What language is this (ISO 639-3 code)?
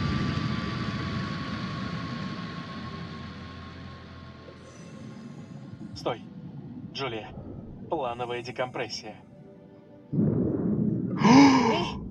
rus